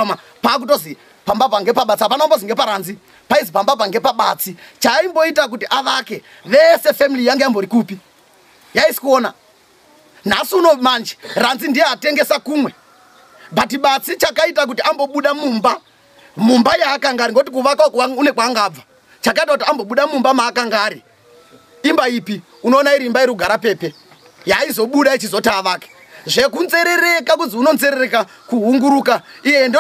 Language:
Shona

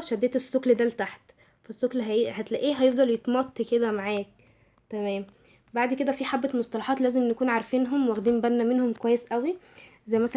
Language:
Egyptian Arabic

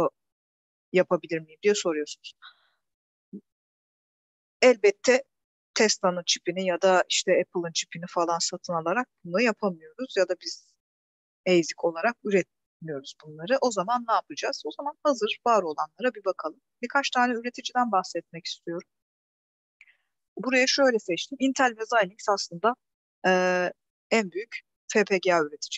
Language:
Turkish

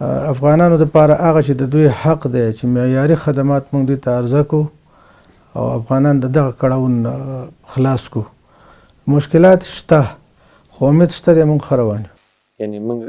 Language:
Pashto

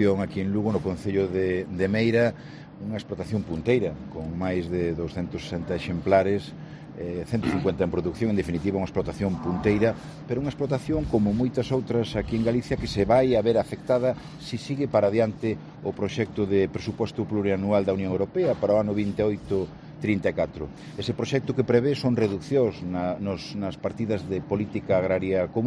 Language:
Galician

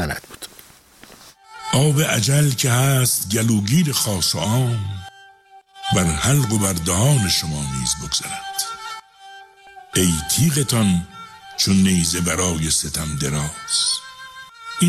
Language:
Persian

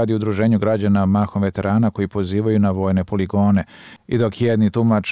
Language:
Serbian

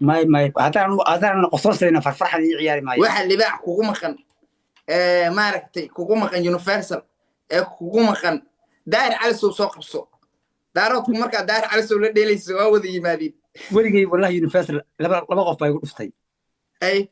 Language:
Somali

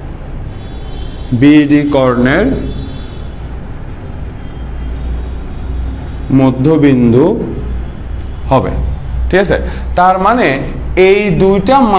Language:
Bangla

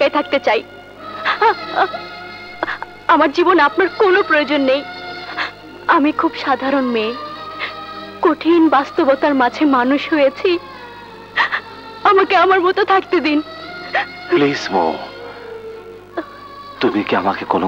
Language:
Bangla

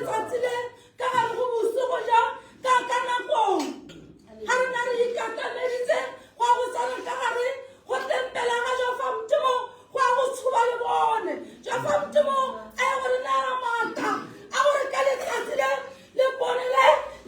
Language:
Tswana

